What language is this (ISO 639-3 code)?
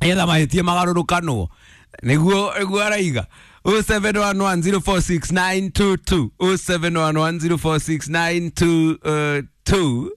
kik